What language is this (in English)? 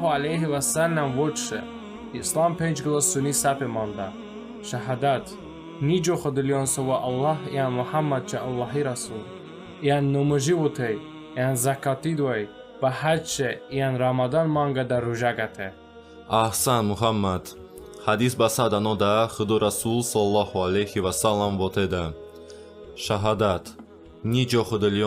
Talysh